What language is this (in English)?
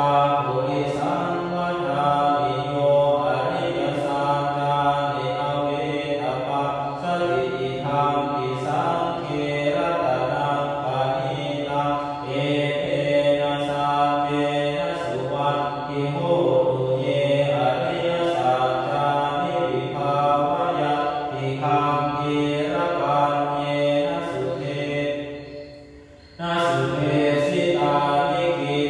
Pali